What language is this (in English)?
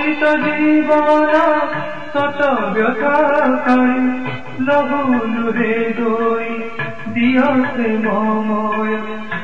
Odia